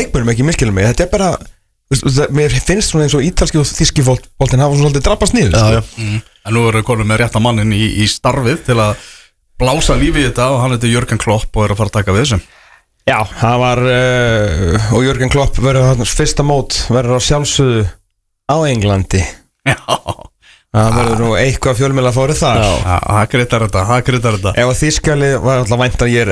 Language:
Icelandic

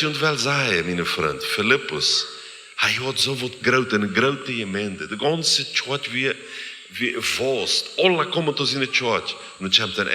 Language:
Plautdietsch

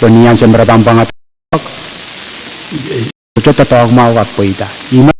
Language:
Pohnpeian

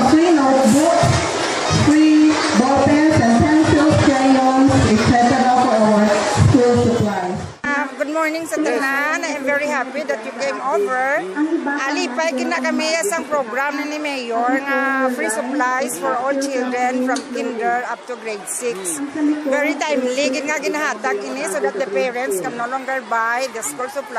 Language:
Hiligaynon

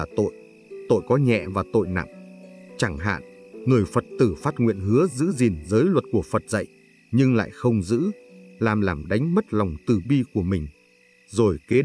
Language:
Vietnamese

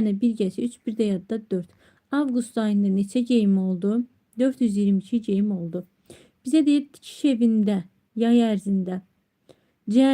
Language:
Azerbaijani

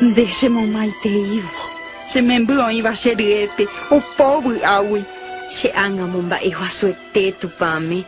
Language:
Guarani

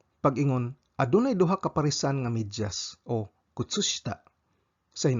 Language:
Cebuano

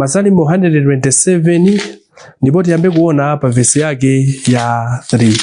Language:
Nyanja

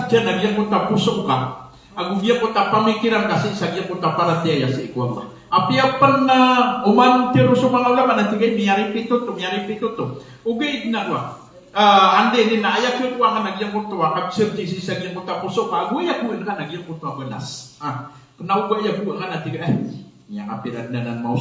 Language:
Maranao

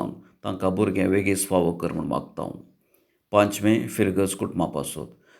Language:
Konkani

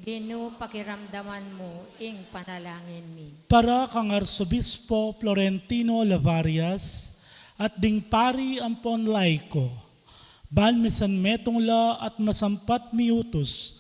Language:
Pampanga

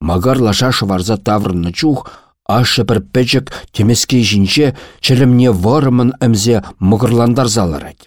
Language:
Chuvash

